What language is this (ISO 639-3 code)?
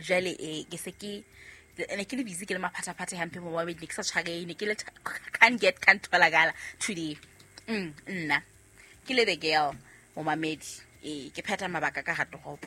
sot